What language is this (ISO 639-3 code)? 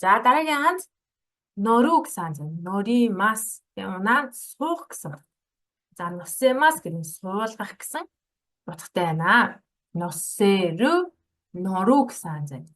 mon